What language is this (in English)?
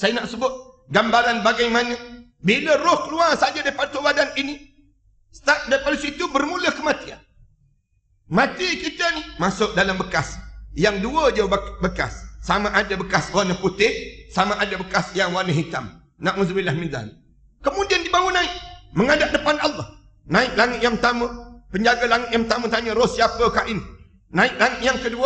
Malay